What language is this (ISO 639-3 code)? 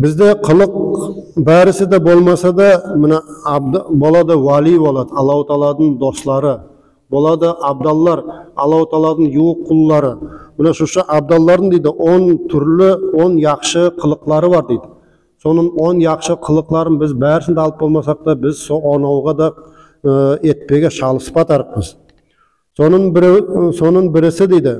nog